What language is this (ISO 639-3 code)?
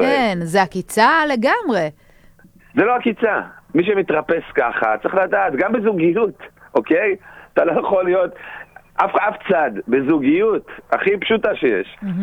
heb